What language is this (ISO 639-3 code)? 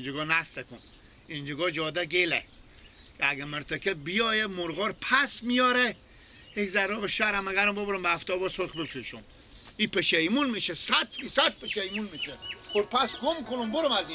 fas